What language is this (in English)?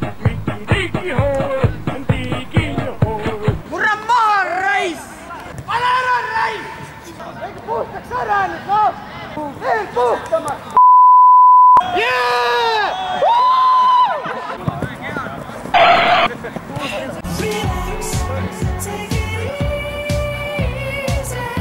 Estonian